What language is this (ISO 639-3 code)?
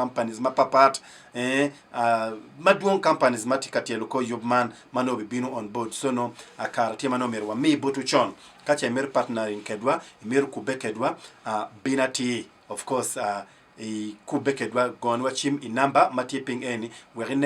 ach